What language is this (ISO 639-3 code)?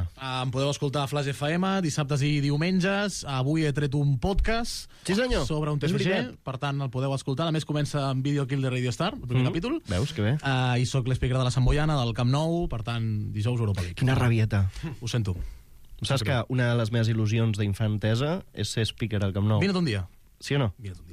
cat